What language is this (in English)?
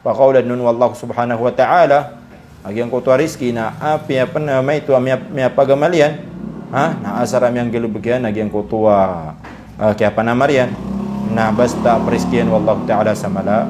Maranao